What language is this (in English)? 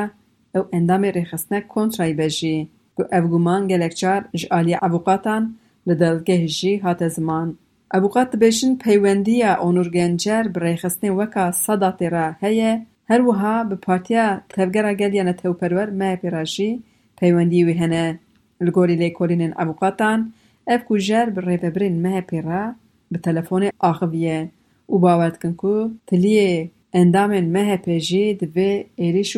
Kurdish